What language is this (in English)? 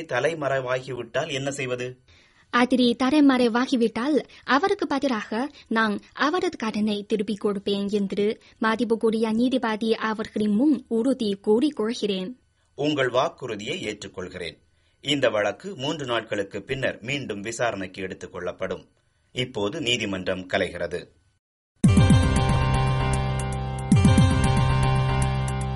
Tamil